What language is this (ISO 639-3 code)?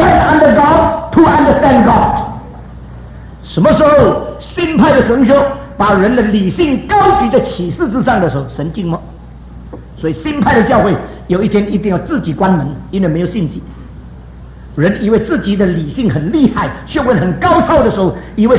zho